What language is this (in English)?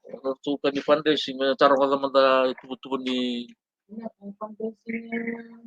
Fijian